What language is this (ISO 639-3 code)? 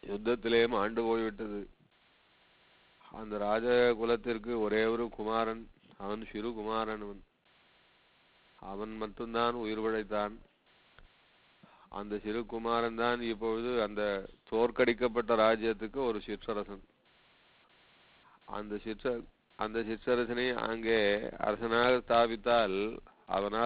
tam